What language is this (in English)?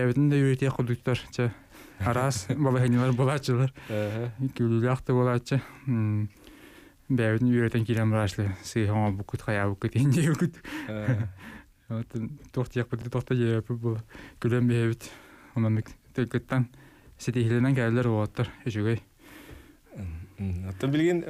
Yakut